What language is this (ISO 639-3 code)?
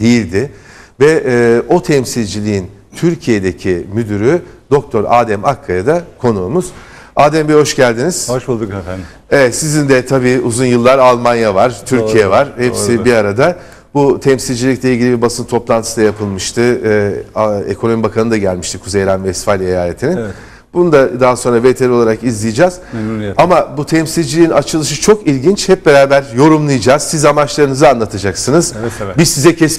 tur